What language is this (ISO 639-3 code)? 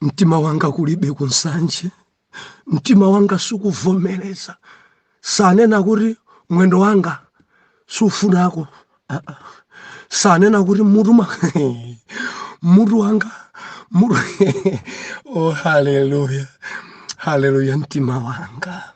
nya